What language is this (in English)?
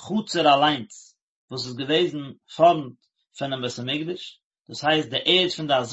Yiddish